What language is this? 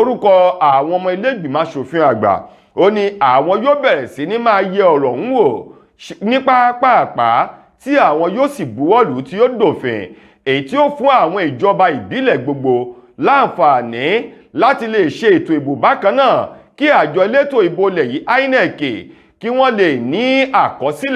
Yoruba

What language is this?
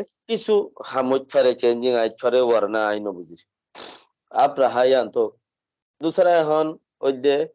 Rohingya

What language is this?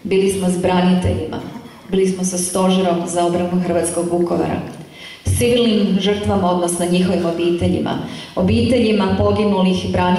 Croatian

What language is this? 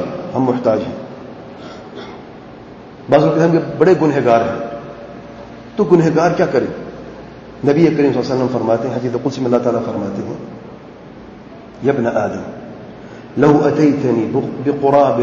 Urdu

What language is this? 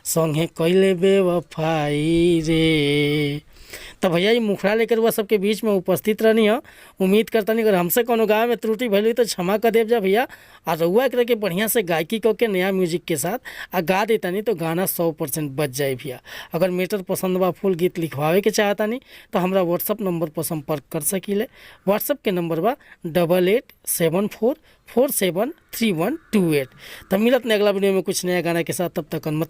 Bhojpuri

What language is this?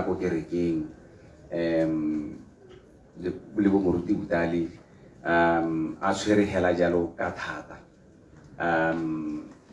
Tswana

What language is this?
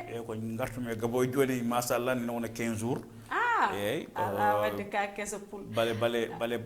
Fula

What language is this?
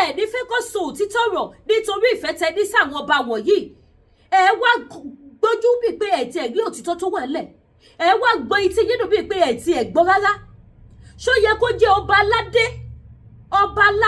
Yoruba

